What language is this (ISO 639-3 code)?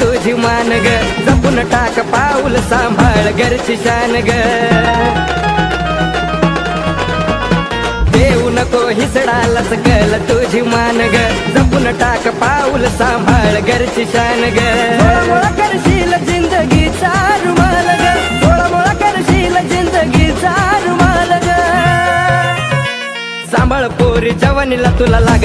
mar